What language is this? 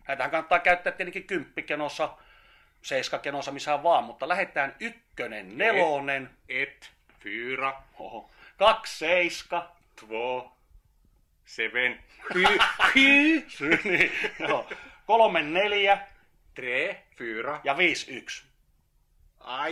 Finnish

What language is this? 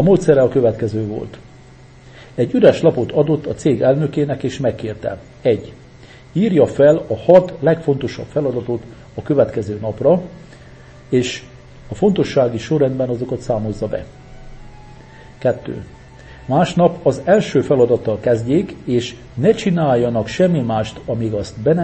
Hungarian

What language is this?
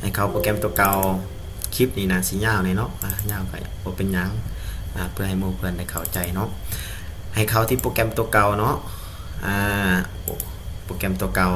Lao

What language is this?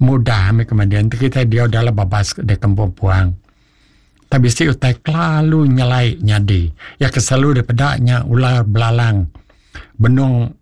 Iban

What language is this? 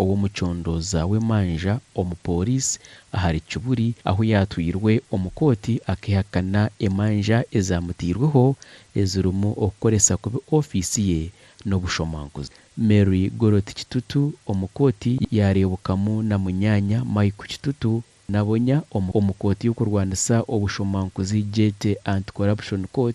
Nyankole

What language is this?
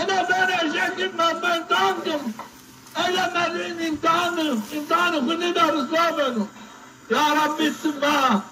Zaza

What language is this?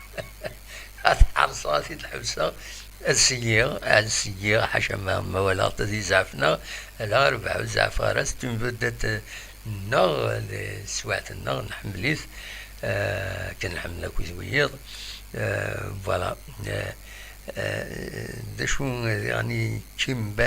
Kabyle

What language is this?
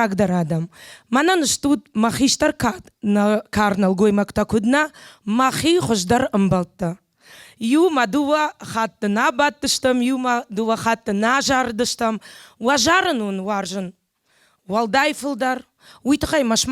Ossetic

